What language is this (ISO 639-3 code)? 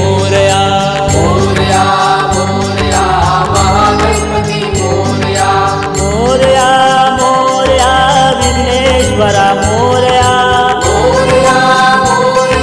mar